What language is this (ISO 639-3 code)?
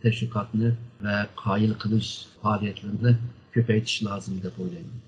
uig